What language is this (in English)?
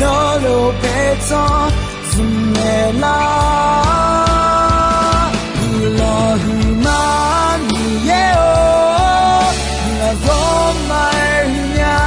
Akha